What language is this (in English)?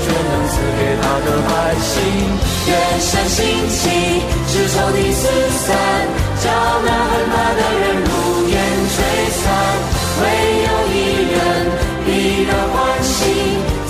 Chinese